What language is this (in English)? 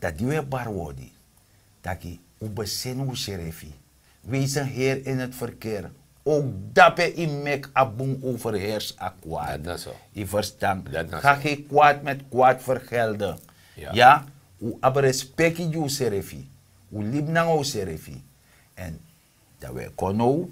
Sranan Tongo